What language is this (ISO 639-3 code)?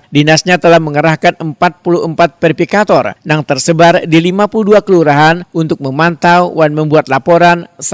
bjn